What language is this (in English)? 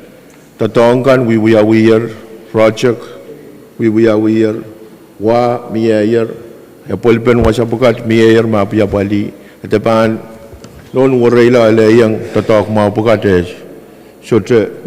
Pohnpeian